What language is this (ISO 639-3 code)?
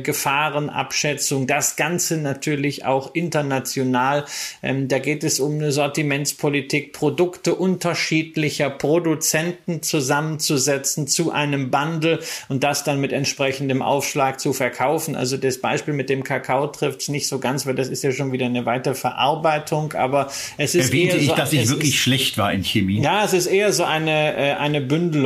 deu